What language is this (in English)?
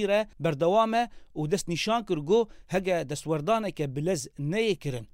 Kurdish